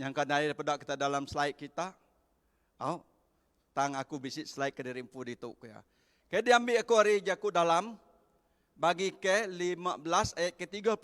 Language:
Iban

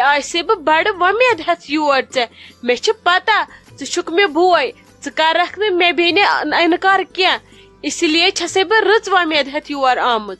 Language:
Kashmiri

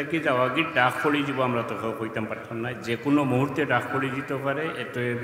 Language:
Sylheti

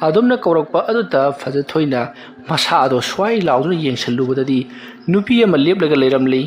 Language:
Manipuri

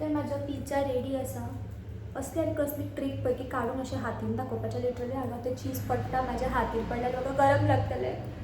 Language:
Konkani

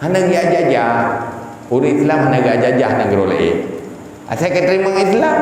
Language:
Achinese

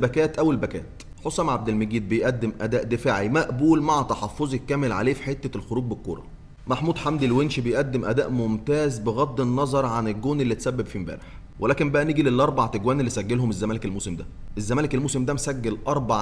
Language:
Egyptian Arabic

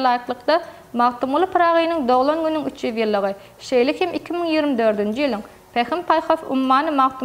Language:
Turkmen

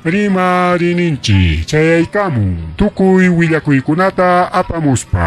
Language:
Ayacucho Quechua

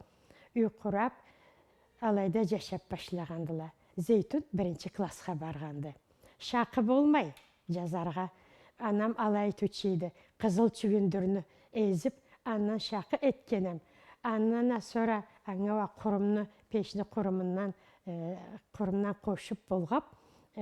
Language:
Karachay-Balkar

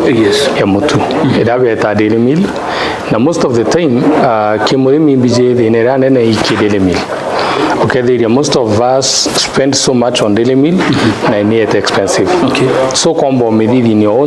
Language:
Meru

